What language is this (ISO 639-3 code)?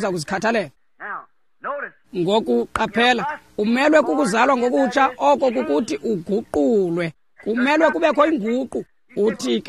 xho